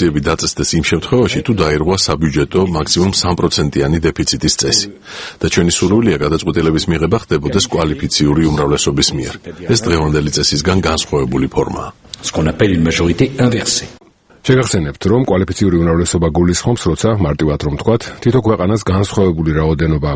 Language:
Georgian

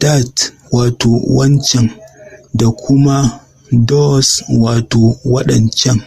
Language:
Hausa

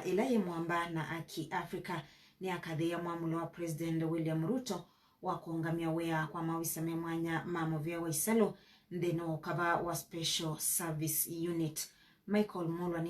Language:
Kamba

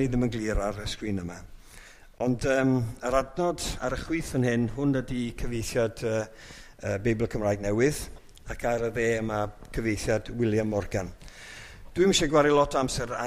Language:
Welsh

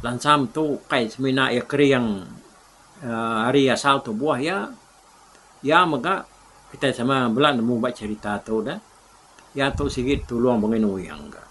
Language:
Iban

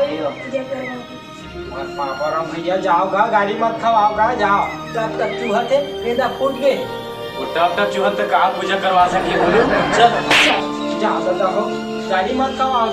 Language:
Chhattisgarhi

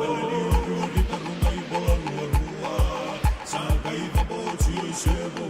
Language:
Fijian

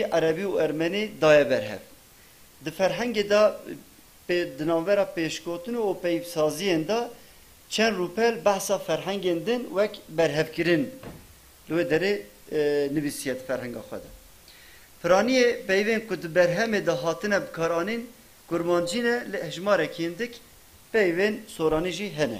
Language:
Kurdish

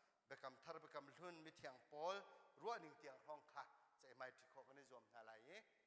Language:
Hakha Chin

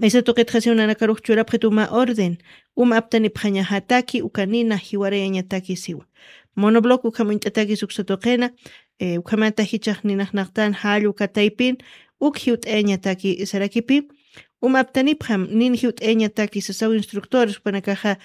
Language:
Aymara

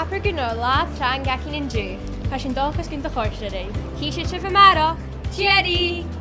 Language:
Scottish Gaelic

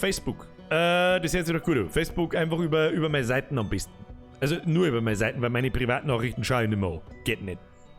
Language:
Bavarian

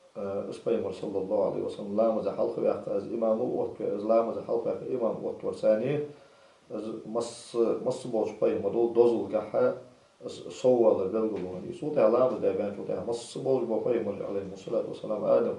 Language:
Ingush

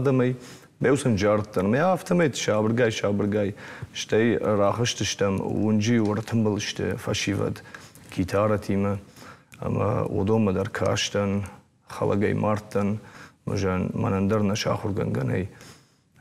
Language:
Ossetic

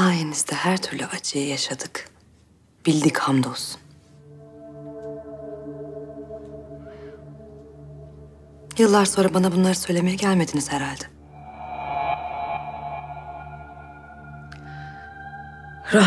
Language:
Turkish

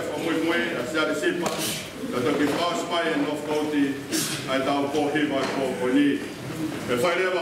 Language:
Tongan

